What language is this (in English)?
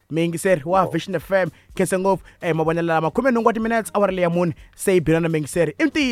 Tsonga